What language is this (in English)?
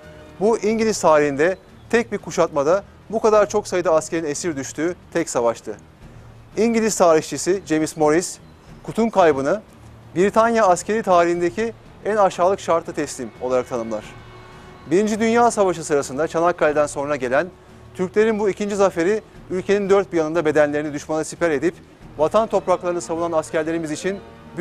Turkish